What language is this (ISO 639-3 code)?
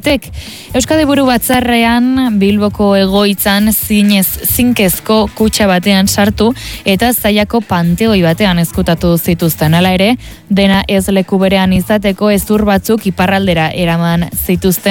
eus